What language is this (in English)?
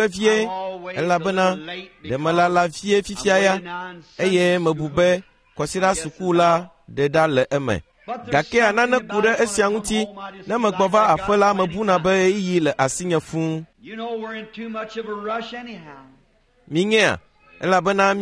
Ewe